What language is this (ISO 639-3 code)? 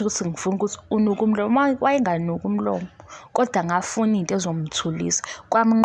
zul